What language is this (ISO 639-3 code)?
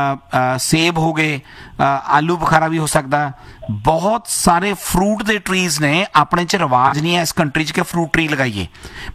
pan